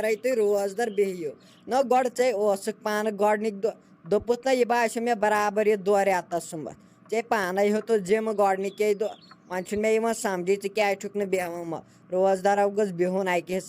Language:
Kashmiri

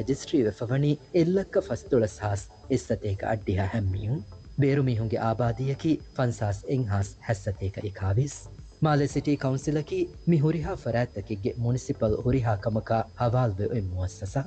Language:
Divehi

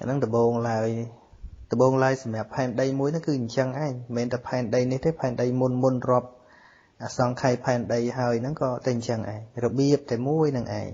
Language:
Khmer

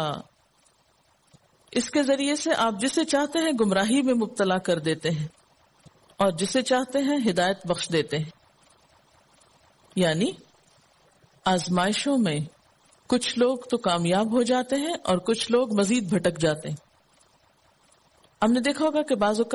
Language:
Urdu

